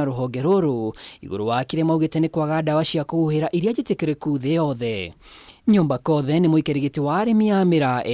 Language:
Kikuyu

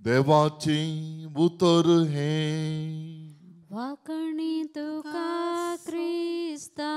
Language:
Konkani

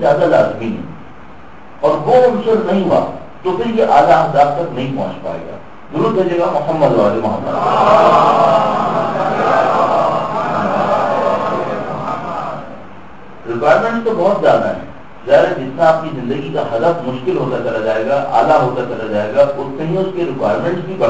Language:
Urdu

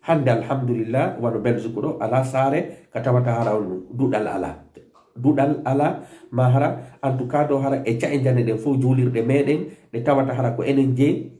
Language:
Fula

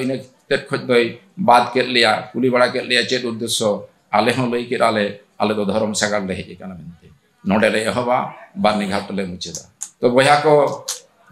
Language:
Santali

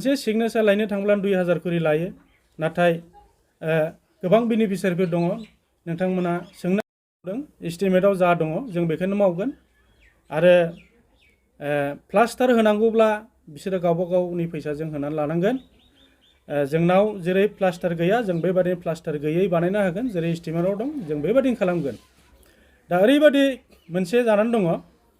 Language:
Bodo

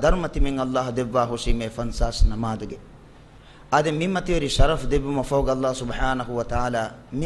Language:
Divehi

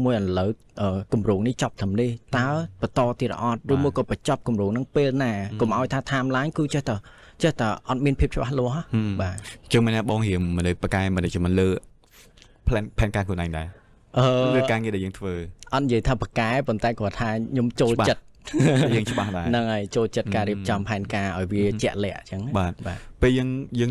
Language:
Khmer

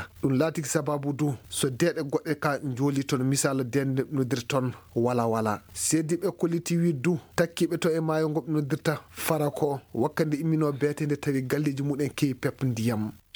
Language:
Fula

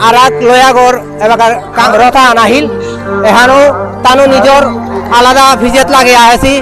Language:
Bishnupriya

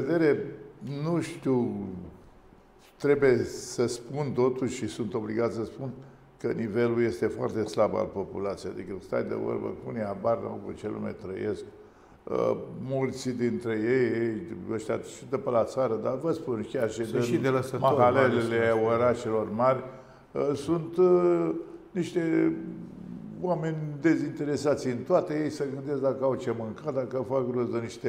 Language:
Romanian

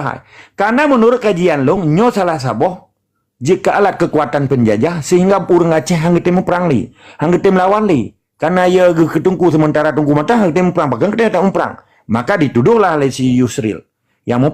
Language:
Achinese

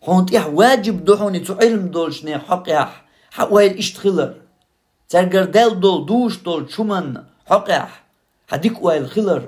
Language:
Chechen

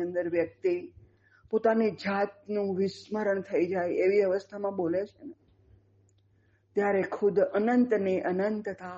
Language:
Gujarati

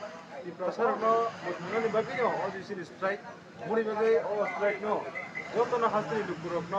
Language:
Kok Borok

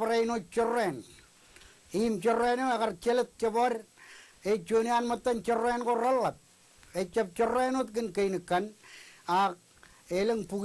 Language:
Marshallese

